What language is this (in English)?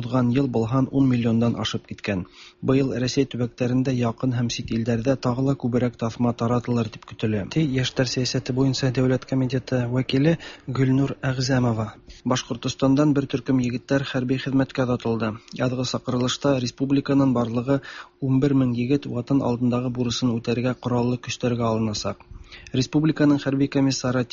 Tatar